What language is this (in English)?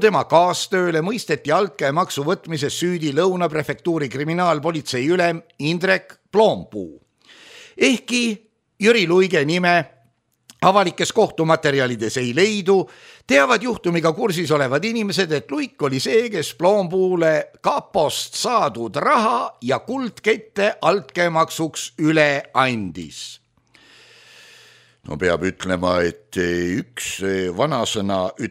Estonian